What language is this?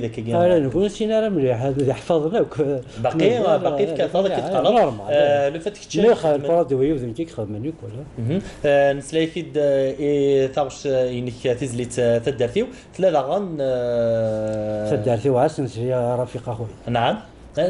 Kabyle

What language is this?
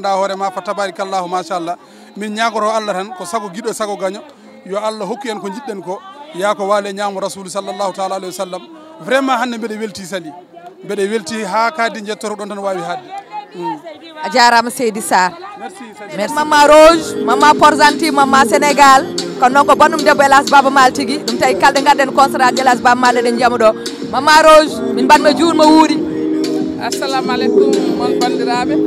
Fula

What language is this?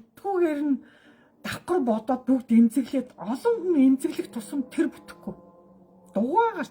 Mongolian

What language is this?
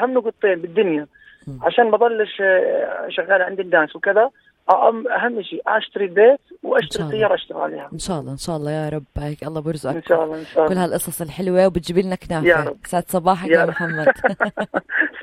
North Levantine Arabic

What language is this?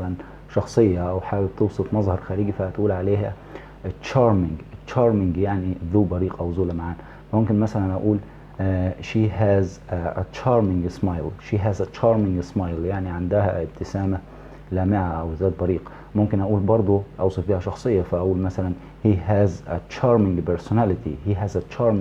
Egyptian Arabic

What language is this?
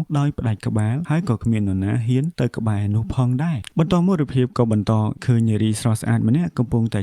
Khmer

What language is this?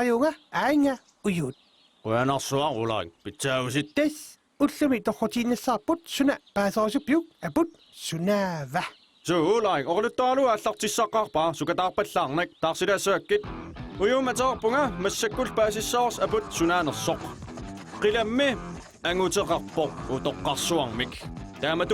Kalaallisut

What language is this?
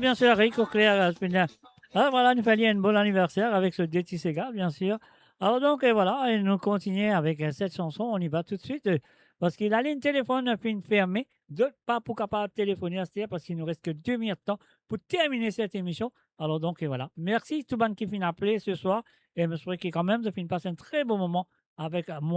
Morisyen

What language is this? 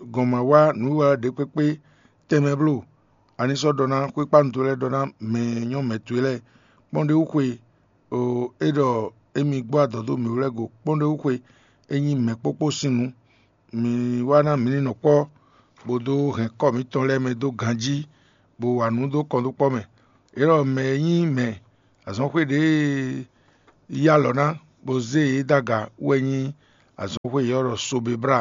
Fon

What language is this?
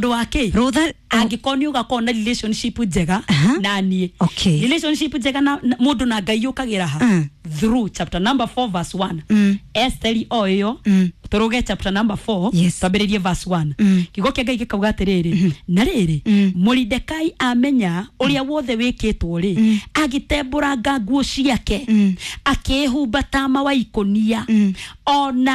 Kikuyu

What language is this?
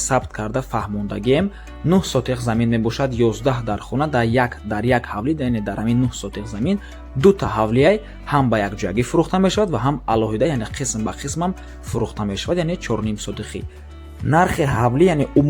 Tajik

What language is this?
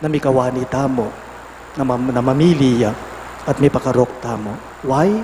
Pampanga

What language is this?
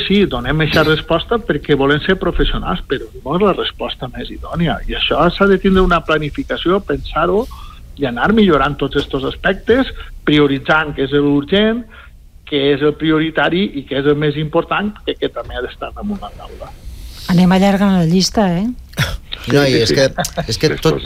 Catalan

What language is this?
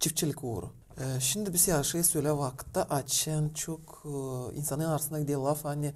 Gagauz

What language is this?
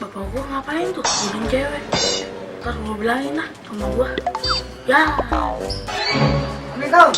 Betawi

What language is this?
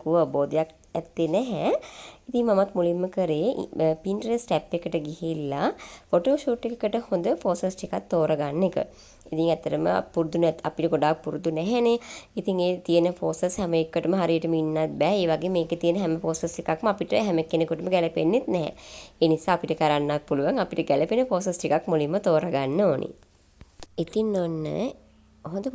Sinhala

